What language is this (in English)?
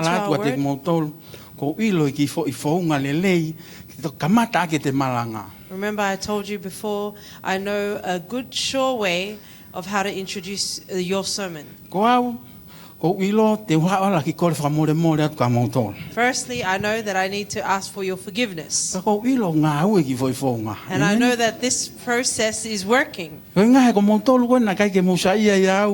Tongan